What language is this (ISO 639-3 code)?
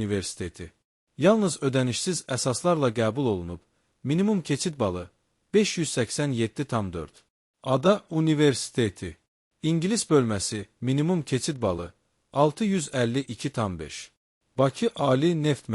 aze